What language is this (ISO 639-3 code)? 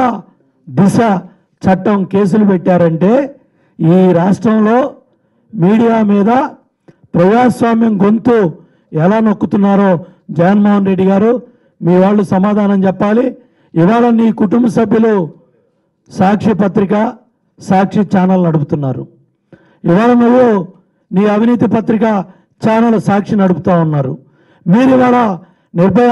tel